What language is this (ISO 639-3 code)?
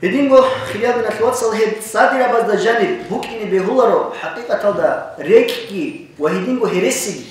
ava